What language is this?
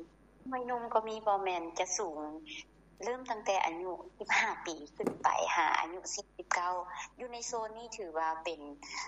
Lao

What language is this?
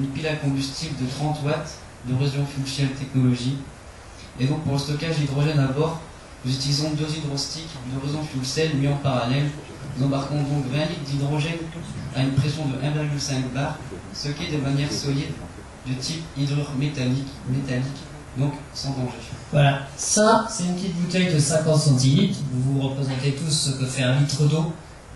French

